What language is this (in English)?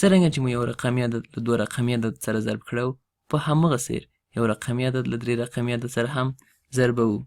Pashto